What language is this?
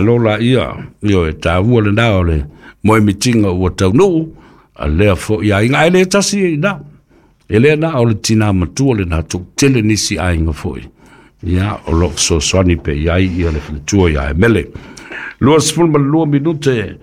Samoan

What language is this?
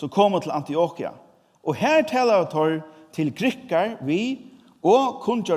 Faroese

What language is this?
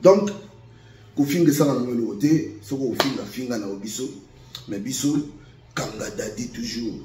Lingala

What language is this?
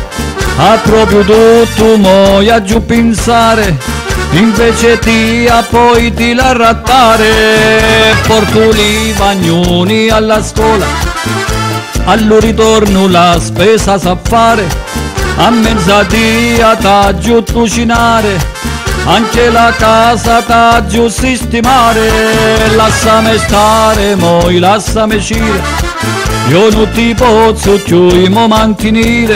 Italian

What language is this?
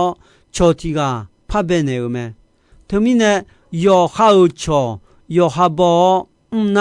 Akha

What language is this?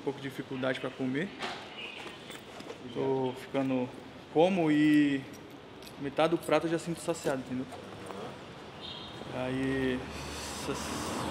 Portuguese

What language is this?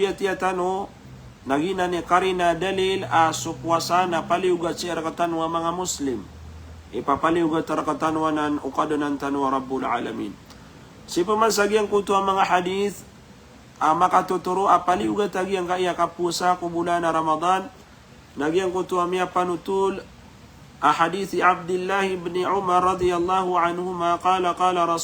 Maranao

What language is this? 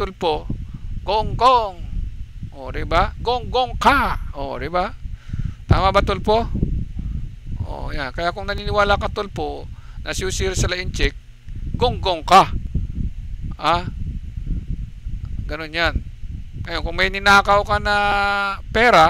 Filipino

